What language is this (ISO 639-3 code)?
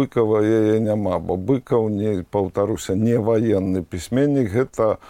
bel